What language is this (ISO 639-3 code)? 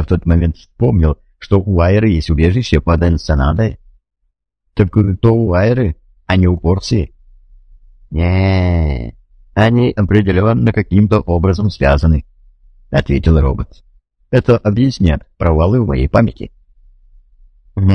rus